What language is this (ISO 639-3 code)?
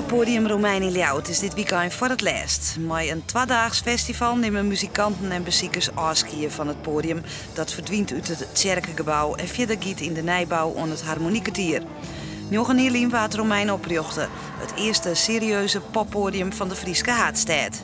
fry